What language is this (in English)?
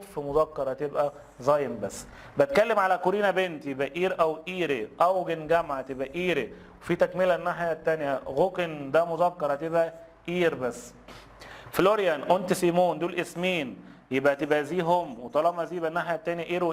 Egyptian Arabic